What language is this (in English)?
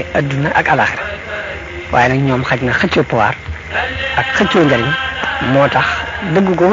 Wolof